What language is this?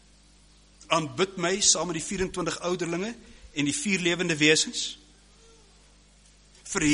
Afrikaans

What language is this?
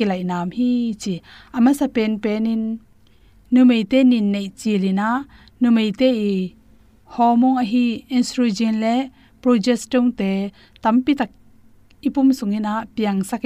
Tedim Chin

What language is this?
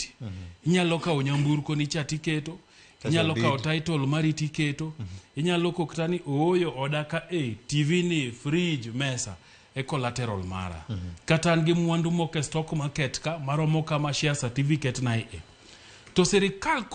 Luo (Kenya and Tanzania)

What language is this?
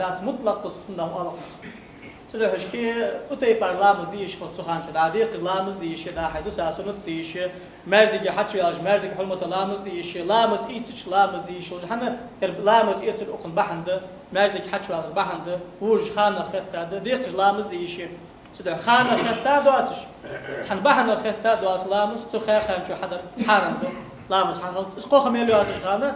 Ingush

